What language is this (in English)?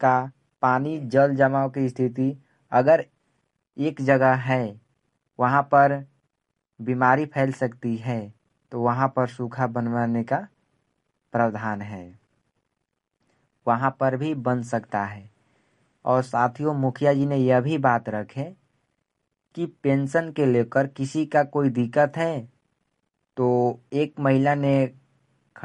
Hindi